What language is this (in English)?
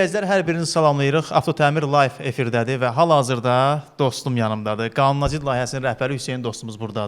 Azerbaijani